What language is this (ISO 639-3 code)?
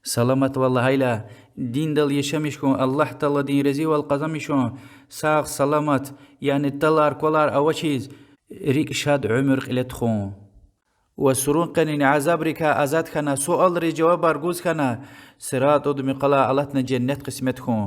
lez